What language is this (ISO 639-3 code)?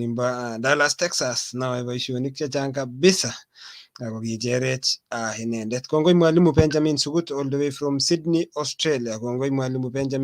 kln